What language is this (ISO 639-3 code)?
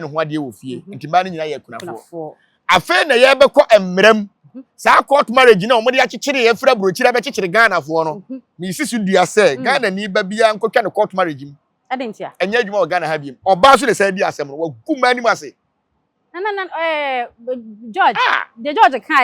aka